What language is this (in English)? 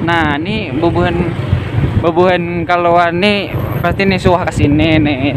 Banjar